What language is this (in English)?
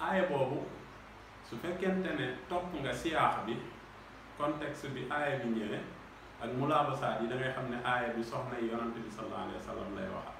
Wolof